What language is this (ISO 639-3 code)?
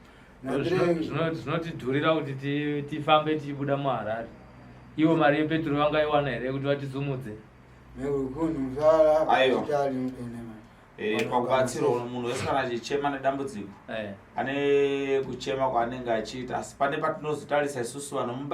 sna